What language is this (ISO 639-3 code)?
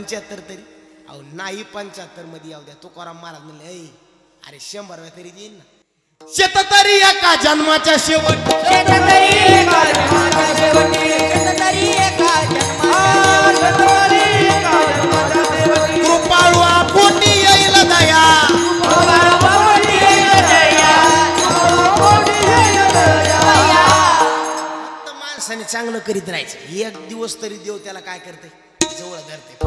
mar